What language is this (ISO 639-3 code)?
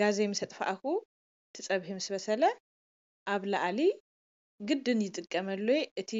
tir